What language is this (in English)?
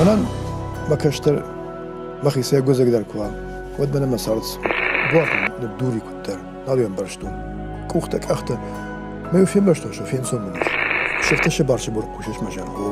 Ossetic